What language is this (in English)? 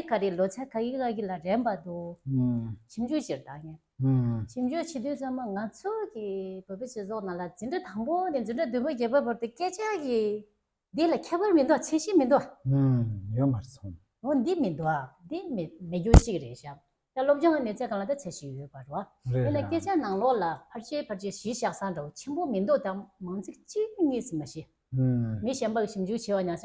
Tibetan